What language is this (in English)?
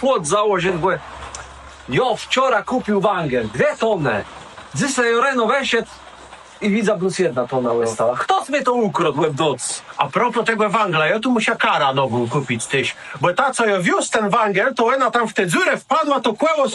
Kashubian